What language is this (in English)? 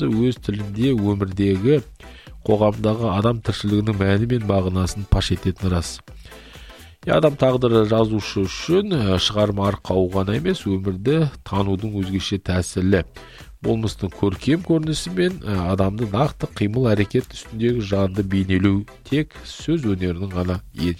Kazakh